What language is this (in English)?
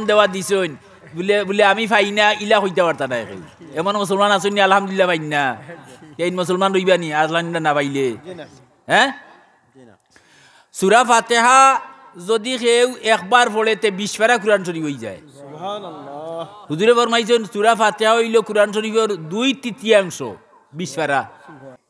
Sylheti